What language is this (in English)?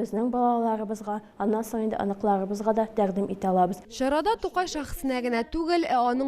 Tatar